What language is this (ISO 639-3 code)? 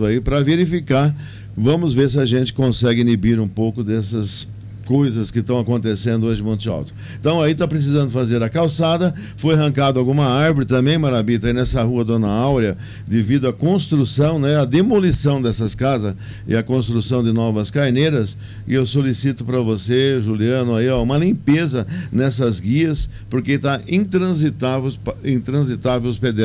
por